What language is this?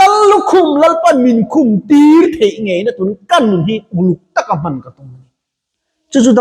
Mizo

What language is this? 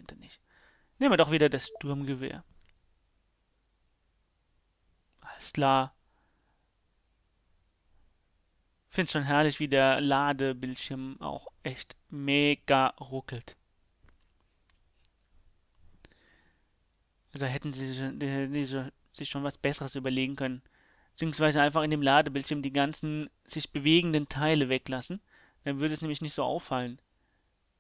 German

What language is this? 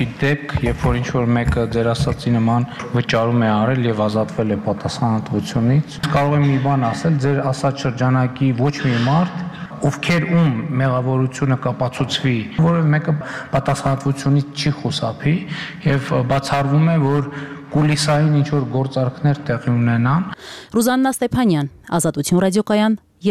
Armenian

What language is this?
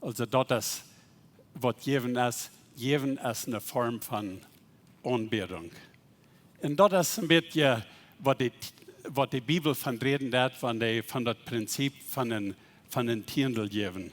Plautdietsch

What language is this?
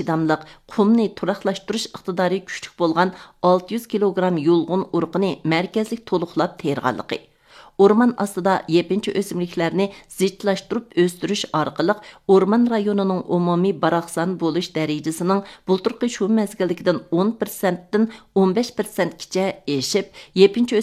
Uyghur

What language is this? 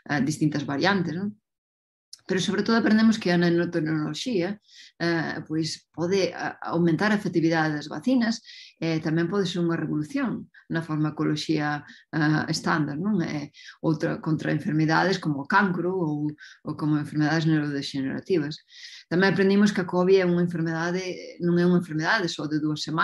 Galician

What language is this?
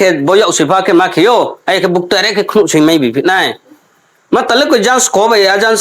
Riang (India)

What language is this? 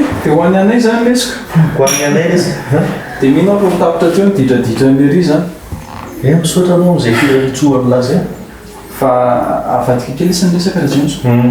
Malagasy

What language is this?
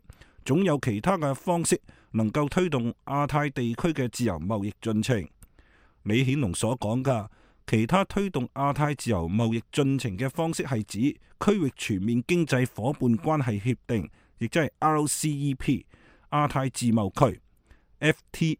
Cantonese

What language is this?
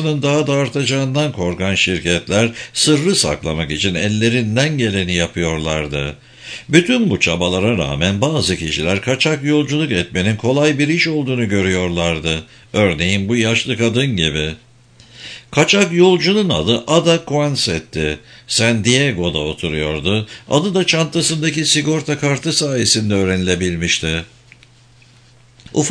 Turkish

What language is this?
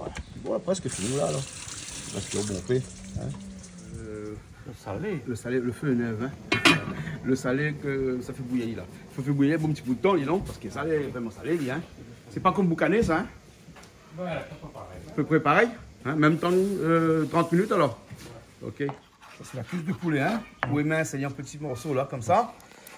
Réunion Creole French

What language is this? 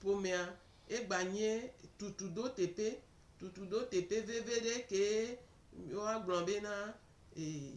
Gen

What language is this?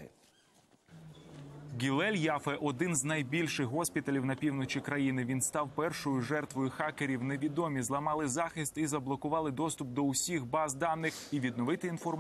Ukrainian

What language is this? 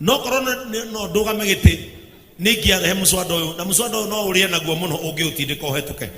Kikuyu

